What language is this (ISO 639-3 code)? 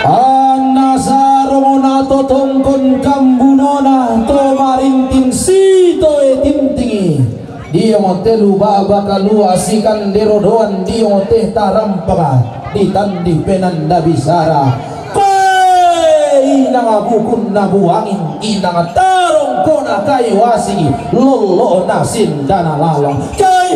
sda